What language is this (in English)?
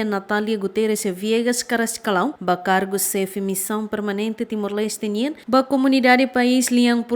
Tetum